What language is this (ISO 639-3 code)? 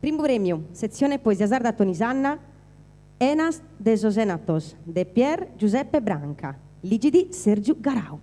srd